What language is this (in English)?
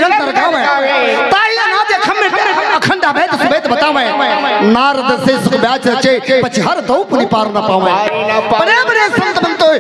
Chhattisgarhi